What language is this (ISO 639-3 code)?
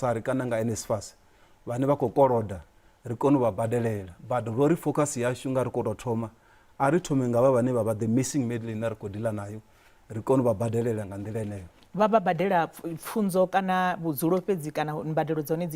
ven